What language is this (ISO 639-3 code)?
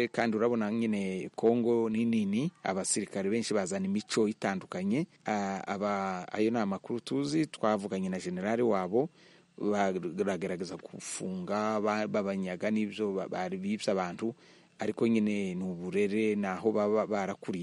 kin